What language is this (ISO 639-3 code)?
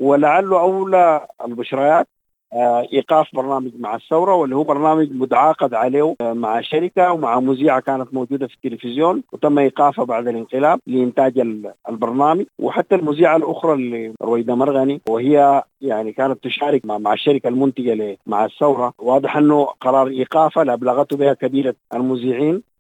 apd